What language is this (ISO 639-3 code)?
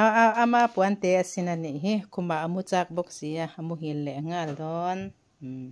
hmr